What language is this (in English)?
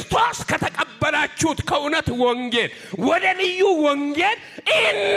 Amharic